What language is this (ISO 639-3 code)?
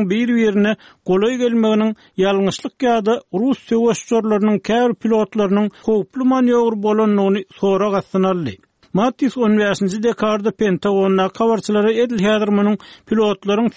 tuk